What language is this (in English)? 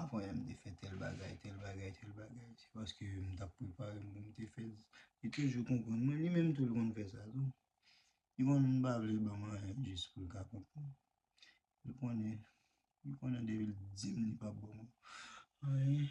Haitian Creole